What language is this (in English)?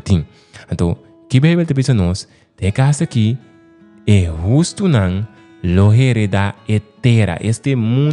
Papiamento